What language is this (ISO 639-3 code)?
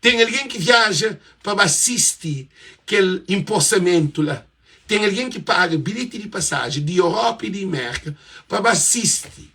kea